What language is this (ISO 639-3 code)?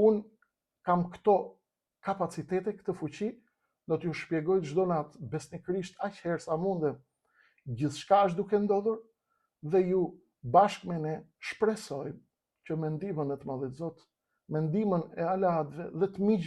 sqi